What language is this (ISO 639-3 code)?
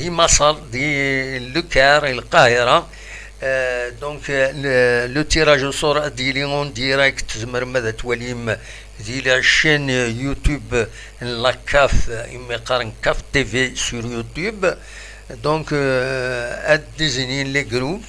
kab